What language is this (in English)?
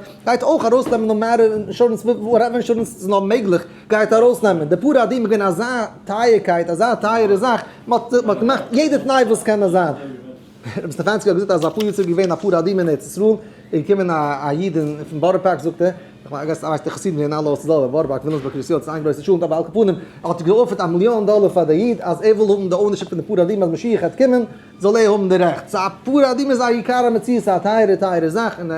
Yiddish